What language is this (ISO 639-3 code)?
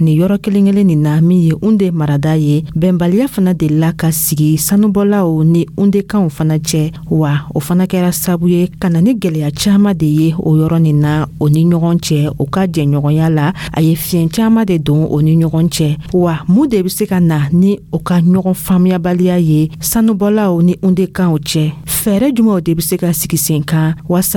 dyu